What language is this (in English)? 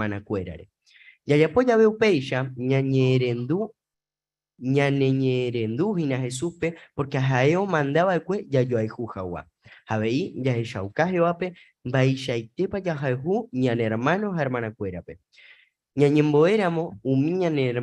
Guarani